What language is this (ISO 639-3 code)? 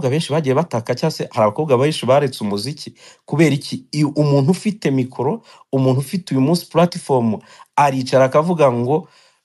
kin